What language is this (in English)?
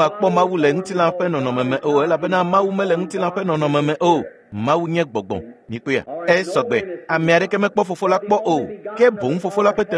Ewe